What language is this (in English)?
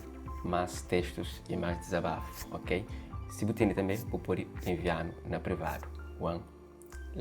Kabuverdianu